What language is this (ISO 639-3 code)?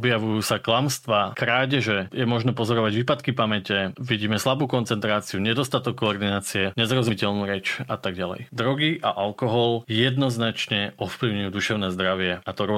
slk